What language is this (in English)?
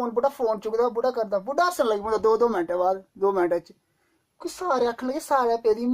Dogri